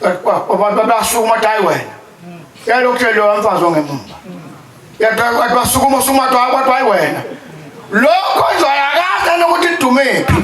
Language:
Zulu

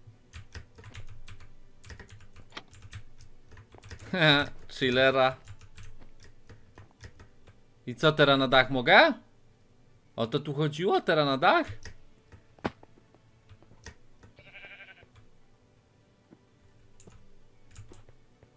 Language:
Polish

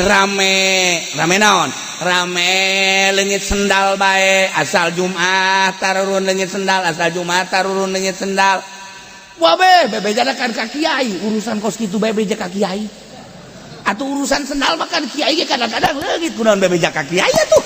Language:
Sundanese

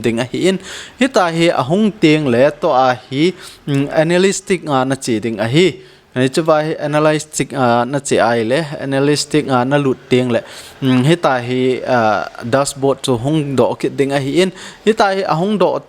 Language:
Thado Chin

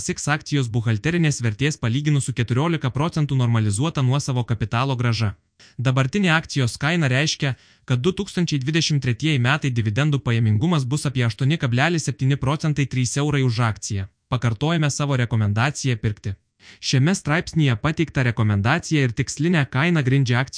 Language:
Lithuanian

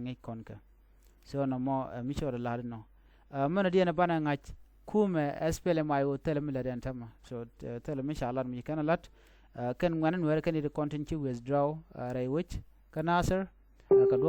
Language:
Nuer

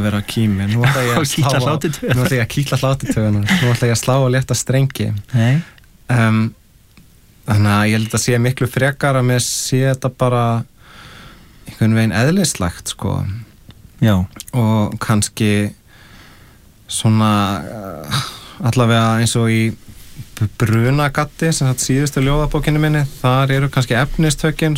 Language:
Icelandic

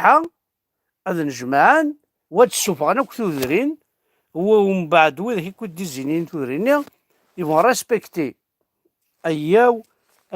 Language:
Kabyle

